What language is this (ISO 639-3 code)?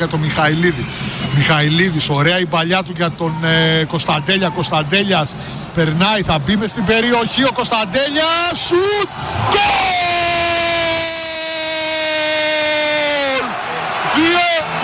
ell